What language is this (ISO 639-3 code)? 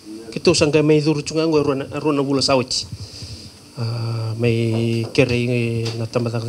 fij